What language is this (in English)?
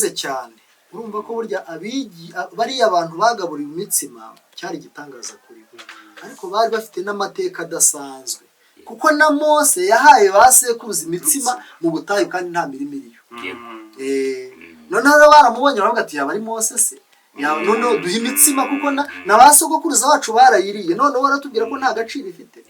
Kinyarwanda